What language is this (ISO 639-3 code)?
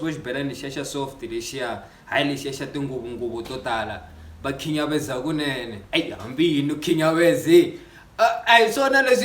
tso